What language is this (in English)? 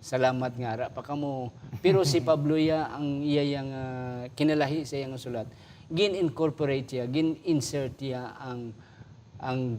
Hiligaynon